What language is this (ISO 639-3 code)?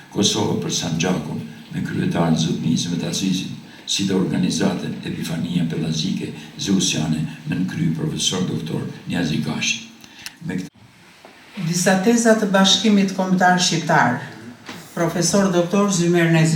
sqi